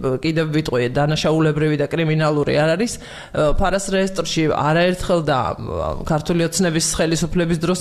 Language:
Georgian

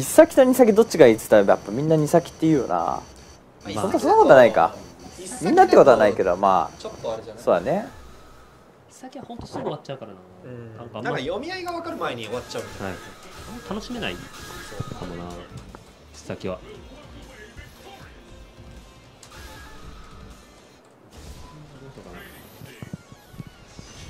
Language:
Japanese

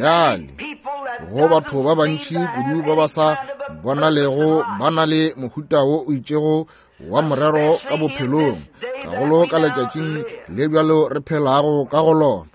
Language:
Northern Sotho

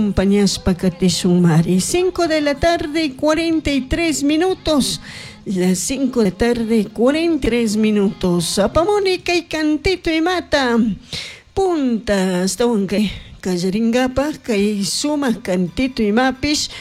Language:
Chimborazo Highland Quichua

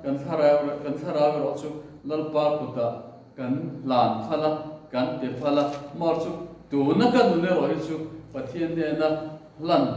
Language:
Mizo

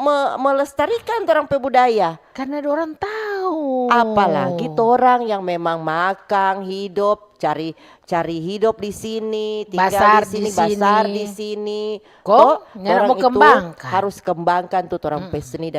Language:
Manado Malay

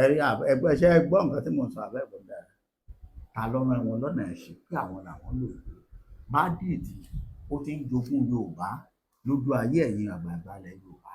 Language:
Yoruba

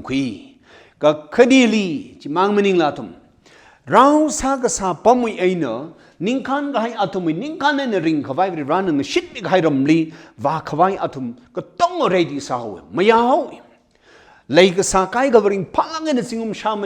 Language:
Tangkhul Naga (India)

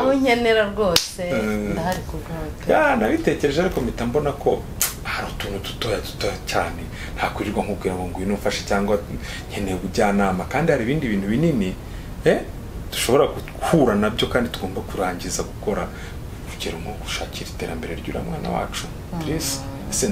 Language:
Kinyarwanda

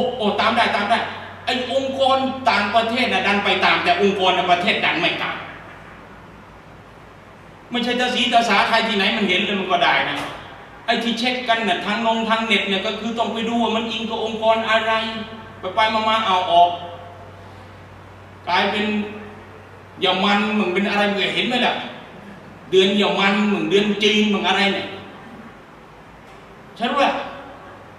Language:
Thai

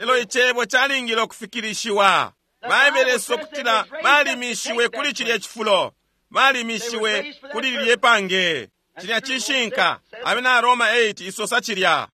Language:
Bemba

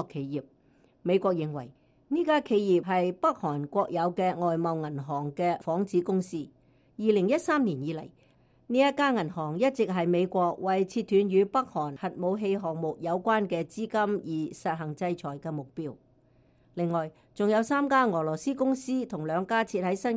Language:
Cantonese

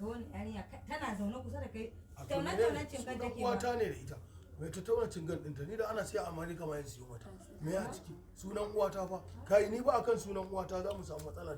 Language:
Hausa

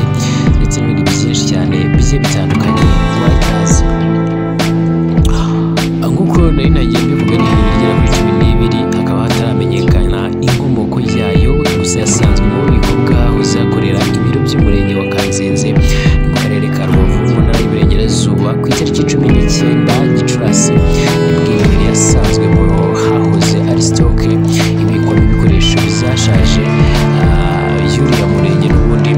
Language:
Kinyarwanda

